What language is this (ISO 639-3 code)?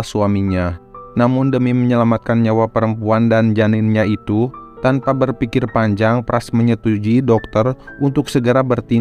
ind